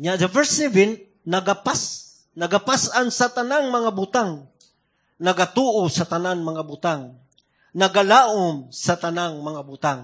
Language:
Cebuano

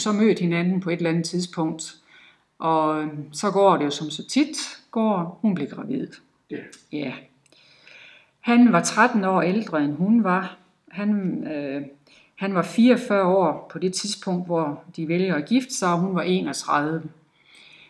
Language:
Danish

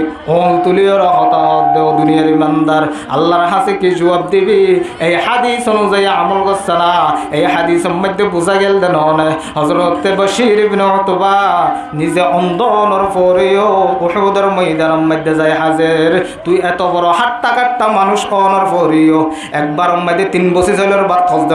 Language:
Rohingya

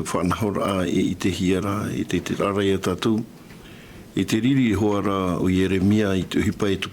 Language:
Tahitian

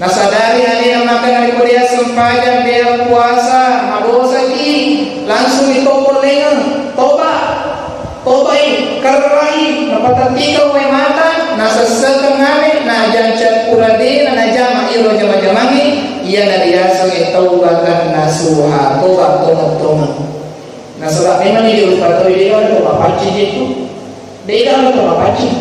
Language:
Buginese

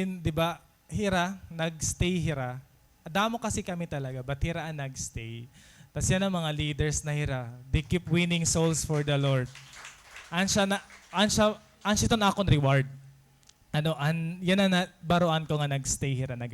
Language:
Waray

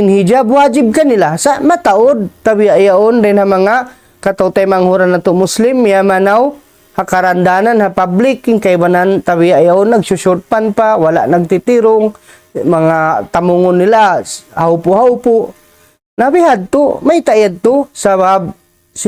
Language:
Tausug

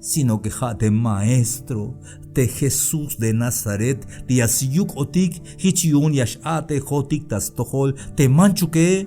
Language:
Tzeltal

